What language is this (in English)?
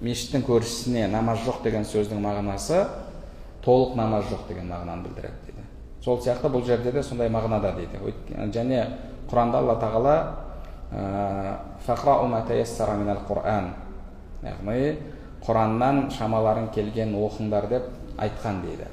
Kazakh